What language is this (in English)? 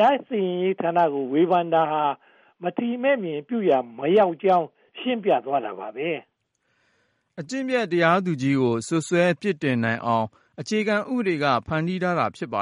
Burmese